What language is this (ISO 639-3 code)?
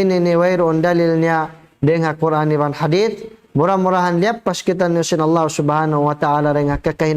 tsg